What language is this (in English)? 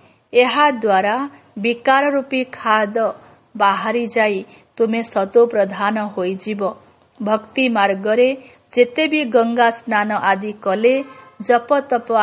Odia